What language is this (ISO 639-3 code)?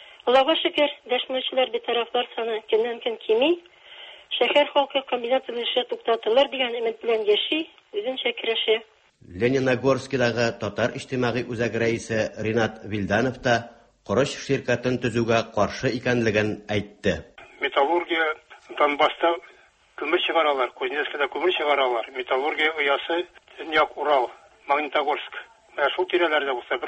tat